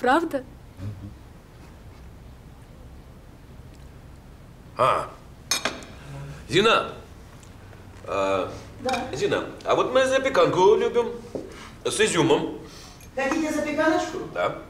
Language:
Russian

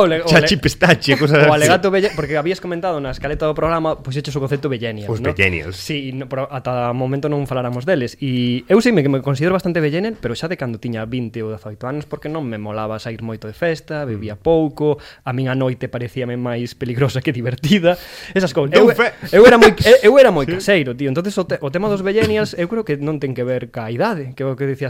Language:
Galician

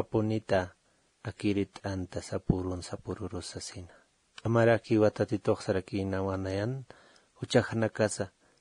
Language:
Aymara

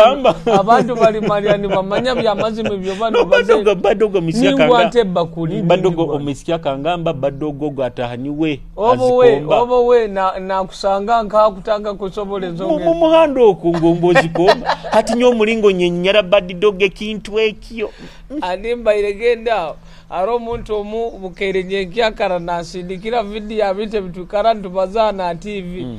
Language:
Nyoro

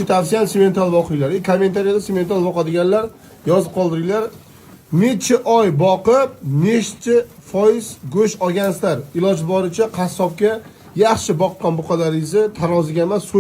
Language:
Uzbek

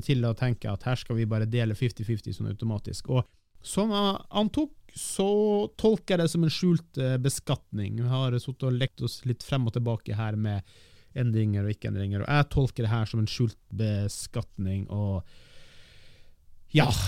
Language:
Norwegian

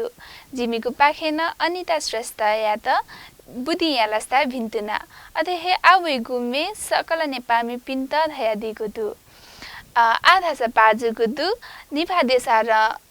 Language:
Newari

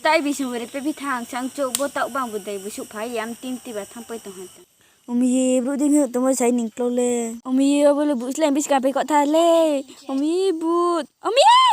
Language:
Riang (India)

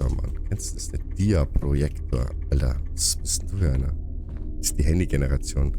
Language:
Bavarian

